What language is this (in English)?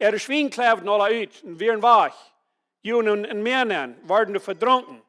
Plautdietsch